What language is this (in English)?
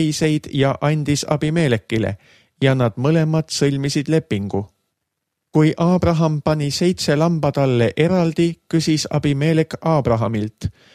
Estonian